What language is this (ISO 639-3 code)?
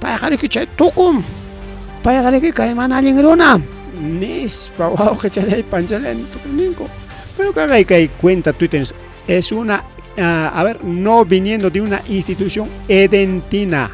quy